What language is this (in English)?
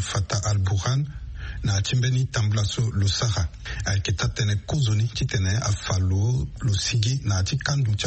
Sango